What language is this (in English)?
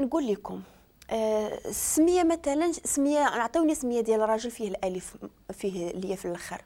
Moroccan Arabic